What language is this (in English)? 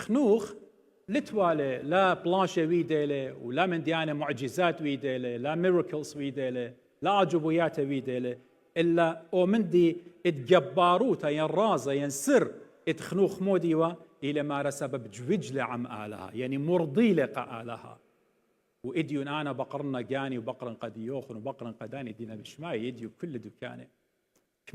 Assyrian Neo-Aramaic